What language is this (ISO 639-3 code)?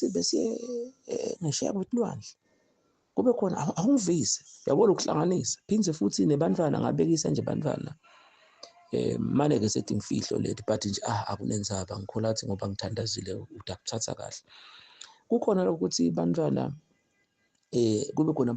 zul